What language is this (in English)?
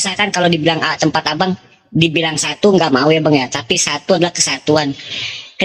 Indonesian